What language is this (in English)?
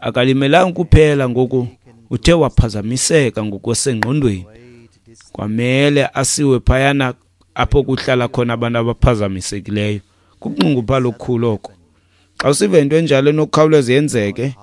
Xhosa